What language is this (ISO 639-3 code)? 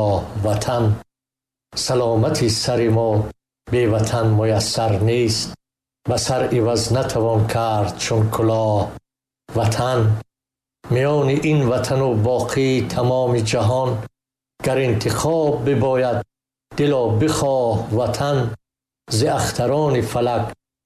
tgk